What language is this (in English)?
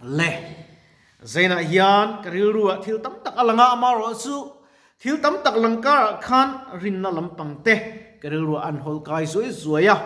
Mizo